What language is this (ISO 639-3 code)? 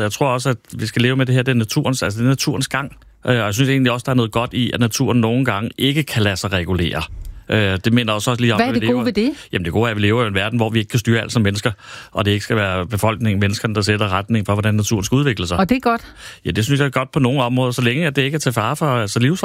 dan